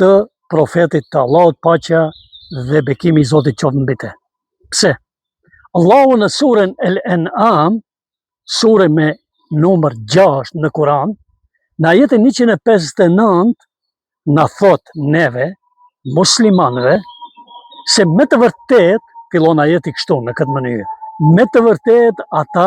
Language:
Albanian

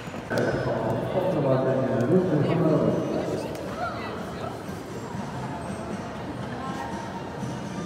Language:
Polish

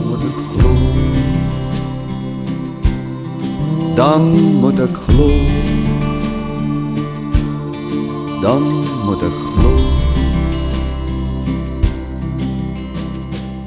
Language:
Afrikaans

